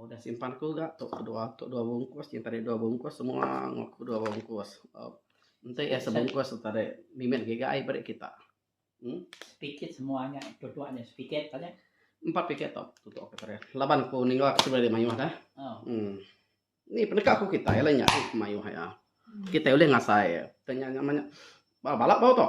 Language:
Iban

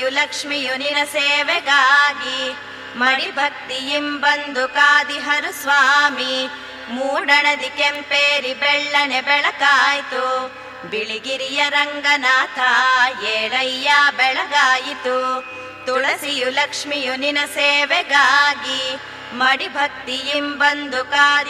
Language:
Kannada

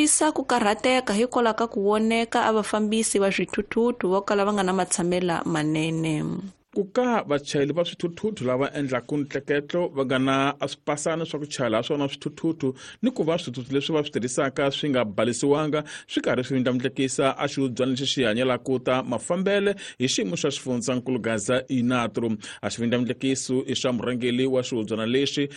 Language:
Tsonga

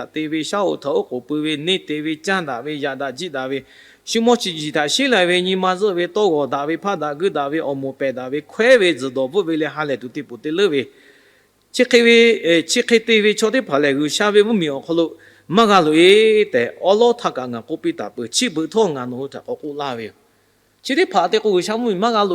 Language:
Lahu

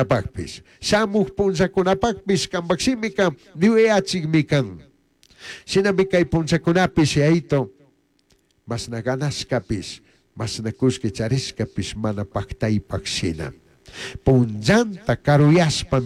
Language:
Chimborazo Highland Quichua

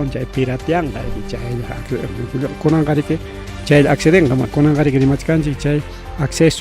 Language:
Ayacucho Quechua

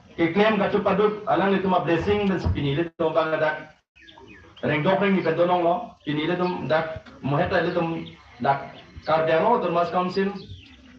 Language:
Karbi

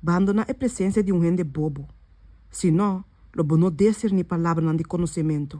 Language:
Papiamento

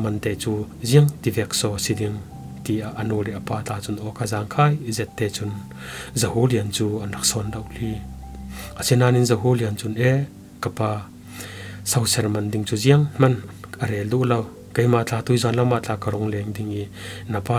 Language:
Falam Chin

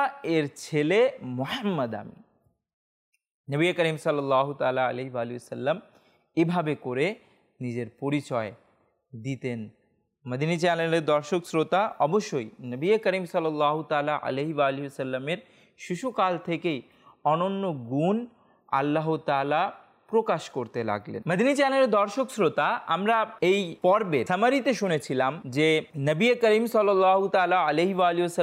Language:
Bangla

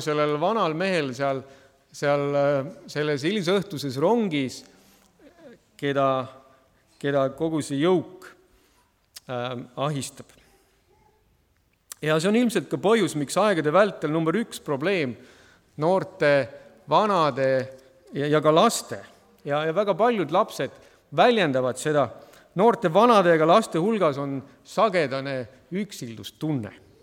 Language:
Estonian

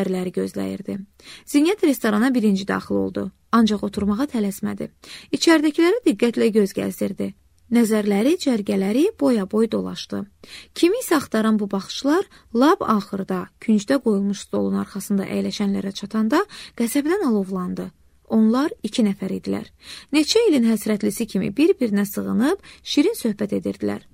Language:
Azerbaijani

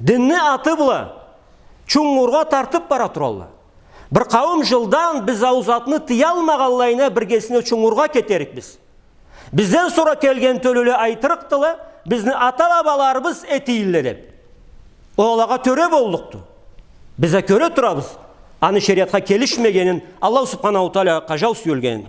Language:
Karachay-Balkar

